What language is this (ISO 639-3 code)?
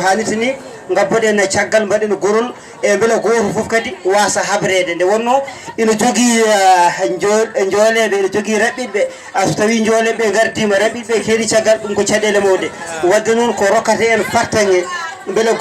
ful